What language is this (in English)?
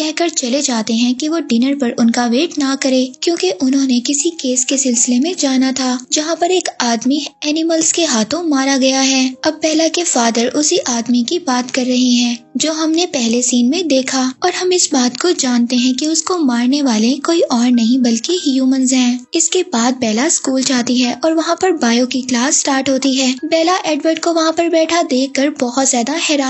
Hindi